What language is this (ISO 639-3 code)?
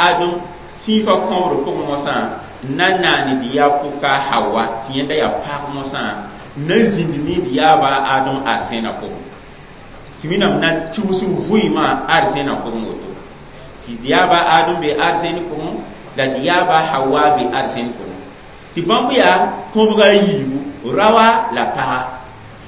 mos